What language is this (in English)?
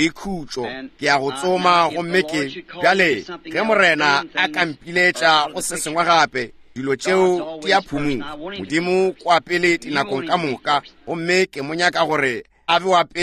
Northern Sotho